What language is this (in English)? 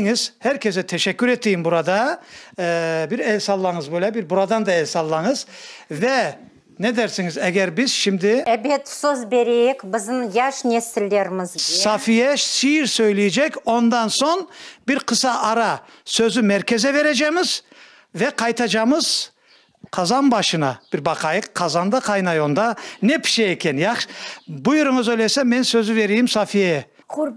Crimean Tatar